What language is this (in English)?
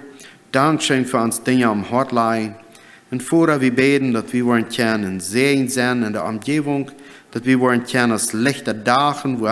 Plautdietsch